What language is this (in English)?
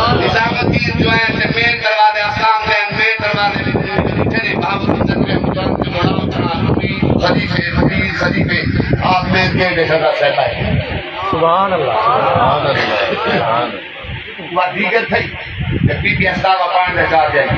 Saraiki